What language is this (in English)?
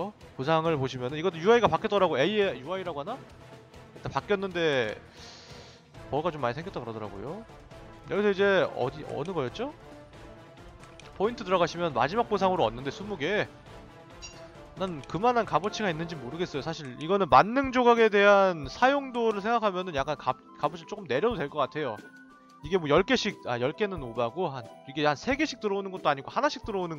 Korean